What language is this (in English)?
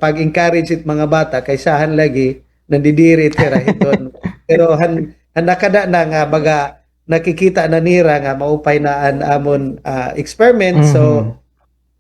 Waray